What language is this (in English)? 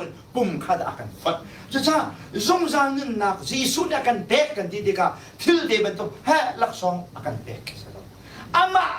Hakha Chin